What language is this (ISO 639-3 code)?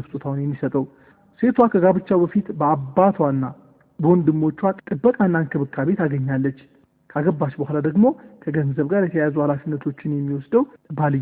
amh